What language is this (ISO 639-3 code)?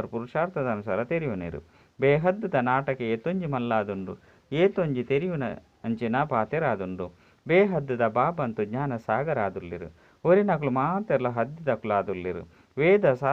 tcy